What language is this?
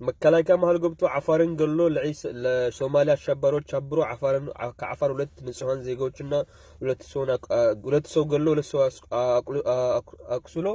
Amharic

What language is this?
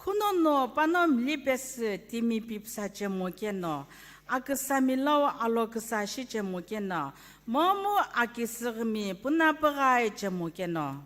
Sumi Naga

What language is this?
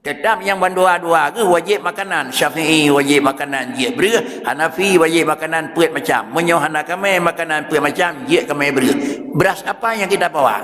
Achinese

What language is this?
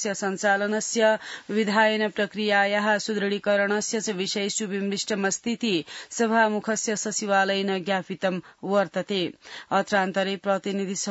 Sanskrit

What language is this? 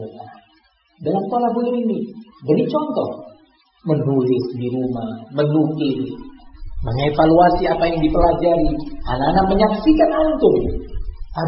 Indonesian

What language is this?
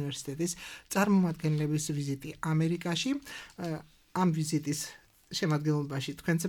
Georgian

